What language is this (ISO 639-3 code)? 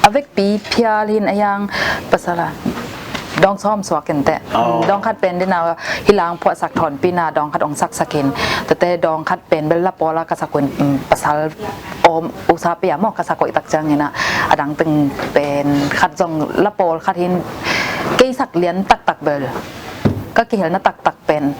ctd